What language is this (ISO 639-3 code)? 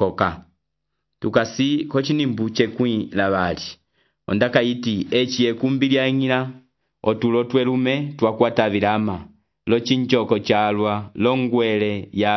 umb